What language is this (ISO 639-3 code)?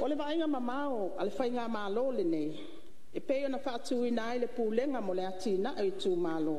smo